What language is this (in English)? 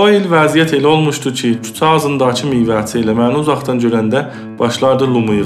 South Azerbaijani